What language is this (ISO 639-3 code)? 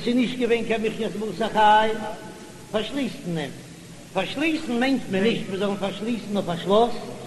yid